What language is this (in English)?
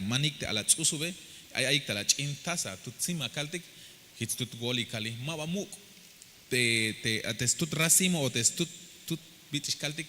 Tzeltal